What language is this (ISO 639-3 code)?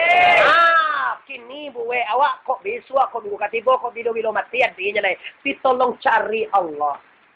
min